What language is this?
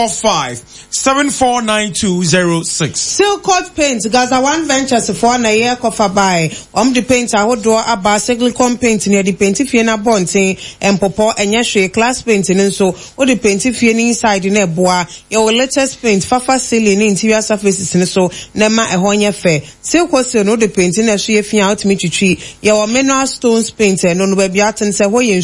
Akan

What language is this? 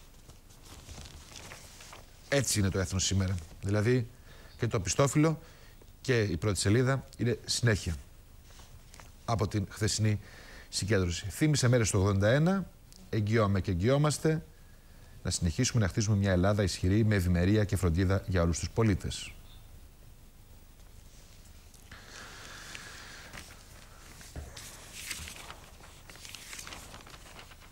Greek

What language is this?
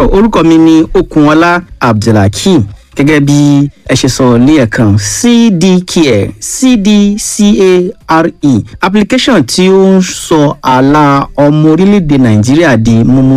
Yoruba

